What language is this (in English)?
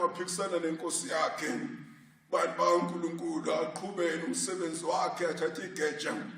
Zulu